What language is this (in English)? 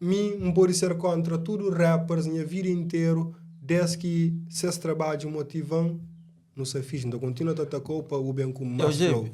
Kabuverdianu